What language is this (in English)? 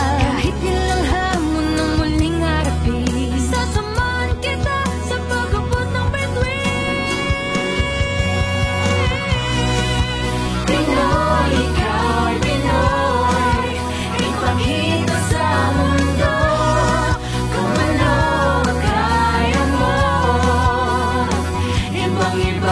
Filipino